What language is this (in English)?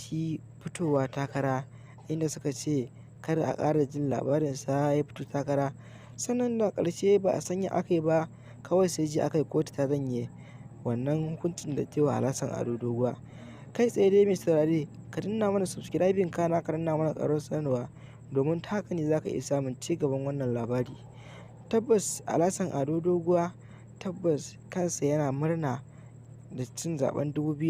Hausa